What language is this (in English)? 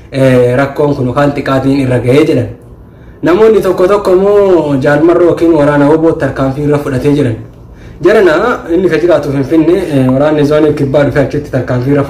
Oromo